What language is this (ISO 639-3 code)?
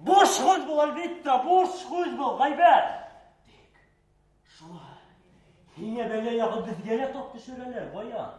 bak